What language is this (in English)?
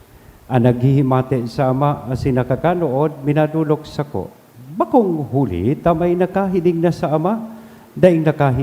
Bikol